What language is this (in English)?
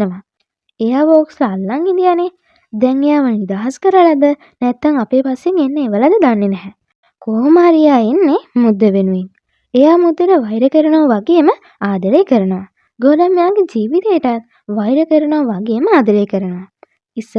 Sinhala